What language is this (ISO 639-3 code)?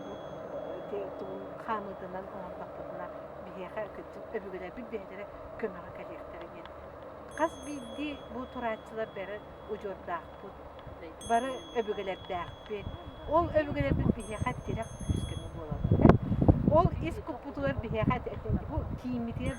sah